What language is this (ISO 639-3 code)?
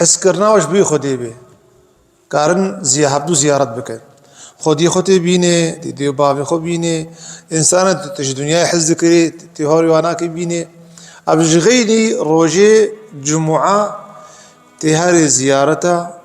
kur